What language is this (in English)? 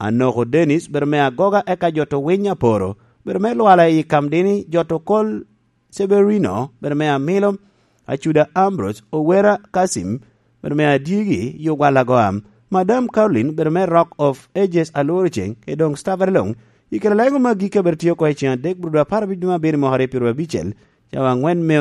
Lango (Uganda)